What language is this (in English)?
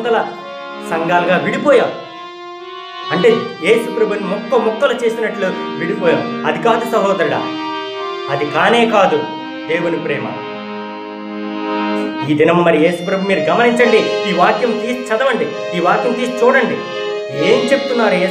Telugu